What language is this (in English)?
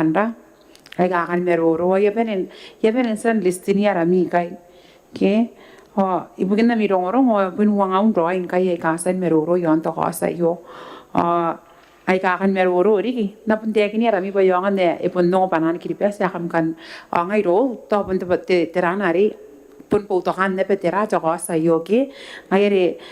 Gilbertese